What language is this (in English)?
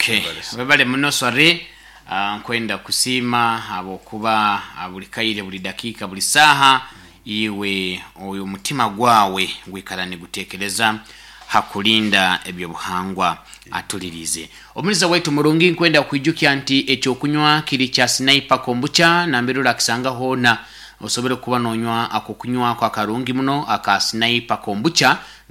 Nyoro